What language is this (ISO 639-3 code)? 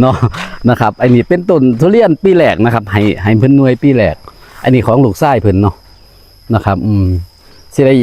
tts